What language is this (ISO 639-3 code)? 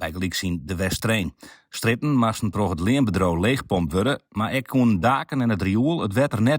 fry